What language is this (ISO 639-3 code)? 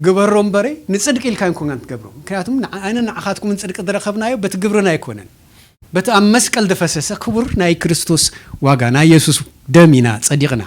tir